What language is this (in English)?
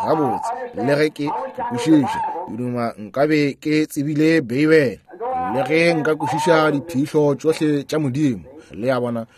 Northern Sotho